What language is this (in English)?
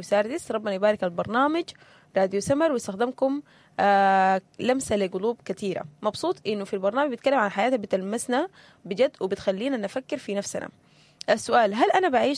Sudanese Arabic